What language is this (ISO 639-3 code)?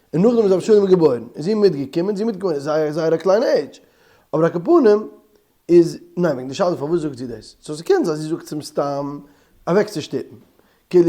yid